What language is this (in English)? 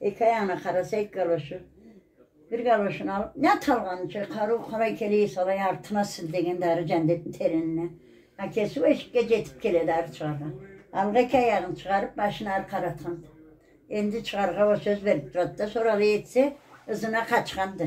Karachay-Balkar